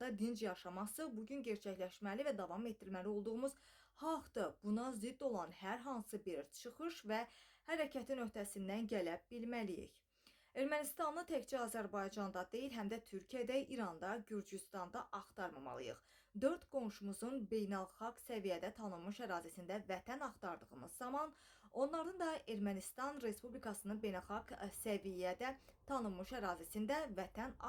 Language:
Azerbaijani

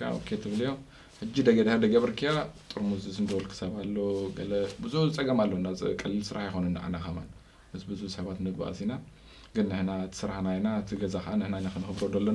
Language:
Tigrinya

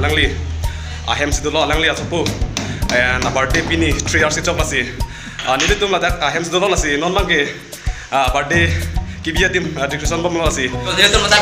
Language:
Karbi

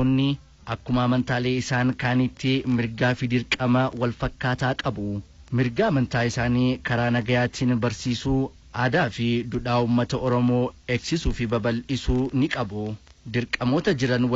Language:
Oromo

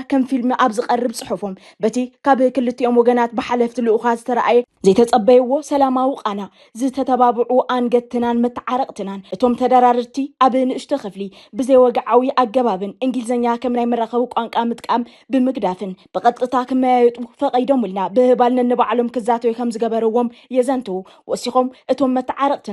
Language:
Tigrinya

